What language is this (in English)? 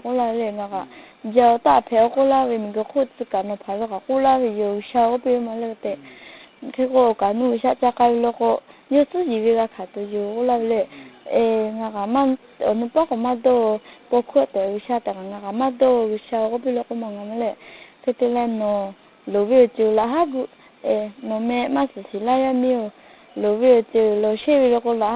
Lahu